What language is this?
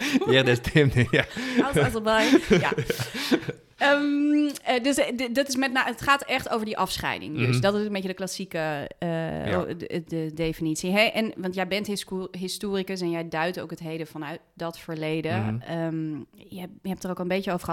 Dutch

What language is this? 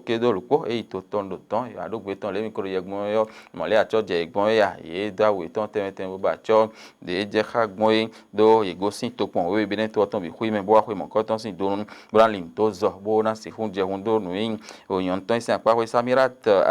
Fon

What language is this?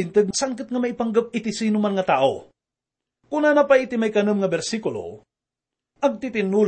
Iloko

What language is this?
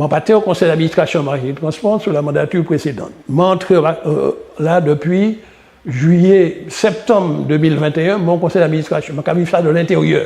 Guadeloupean Creole French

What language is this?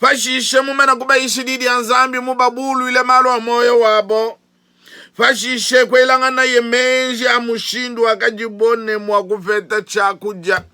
Luba-Lulua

